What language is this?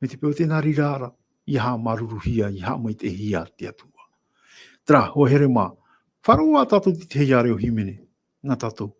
Tahitian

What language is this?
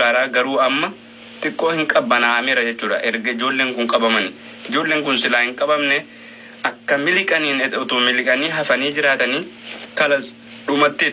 Oromo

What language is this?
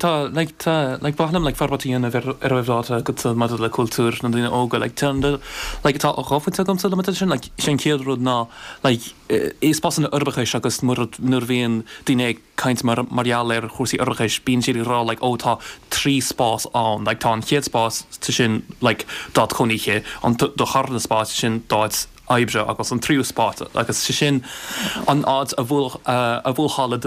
Irish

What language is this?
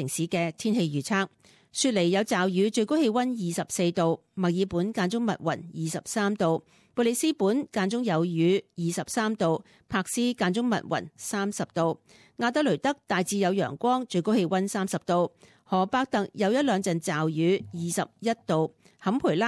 Cantonese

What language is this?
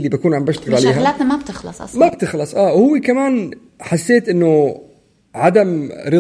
North Levantine Arabic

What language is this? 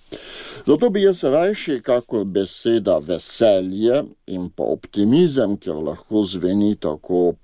Slovenian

